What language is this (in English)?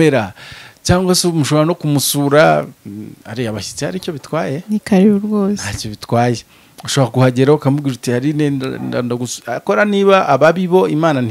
Kinyarwanda